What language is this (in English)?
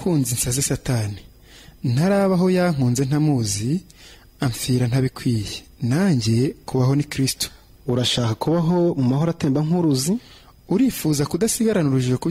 Kinyarwanda